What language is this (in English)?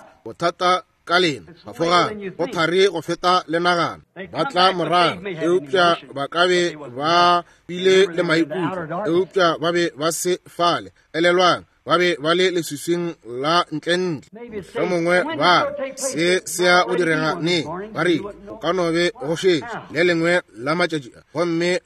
Northern Sotho